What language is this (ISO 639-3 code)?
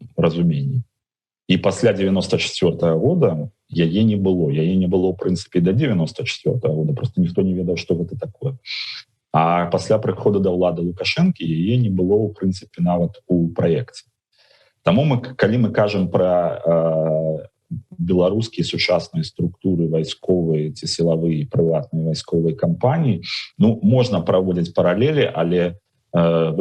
bel